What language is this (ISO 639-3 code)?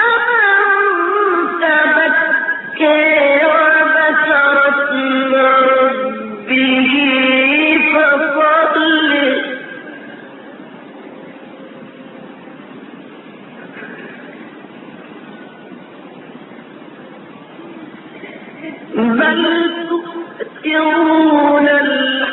ara